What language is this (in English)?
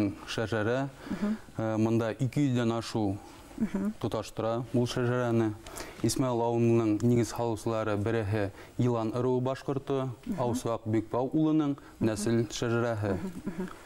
Bashkir